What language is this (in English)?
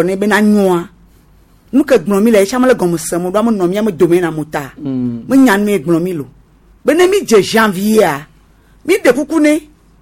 Gen